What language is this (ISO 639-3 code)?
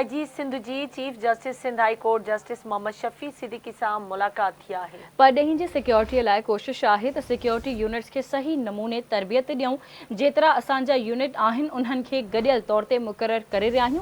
snd